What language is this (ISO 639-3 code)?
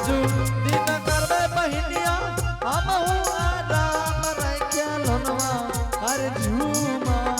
anp